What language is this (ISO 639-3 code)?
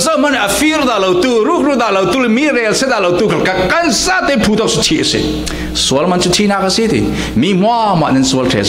cfm